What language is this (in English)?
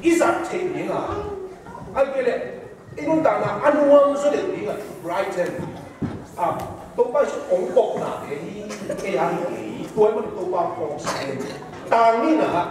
Tedim Chin